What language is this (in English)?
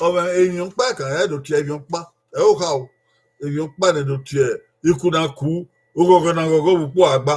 Bini